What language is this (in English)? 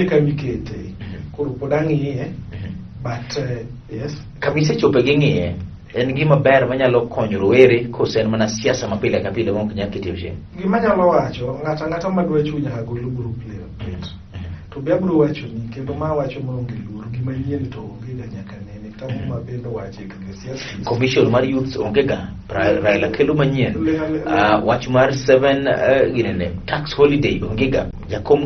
Luo (Kenya and Tanzania)